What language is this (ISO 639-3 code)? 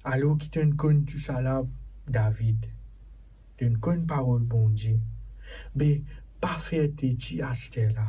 mfe